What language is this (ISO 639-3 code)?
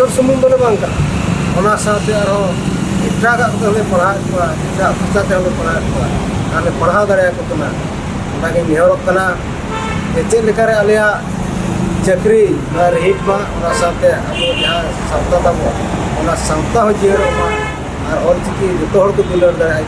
sat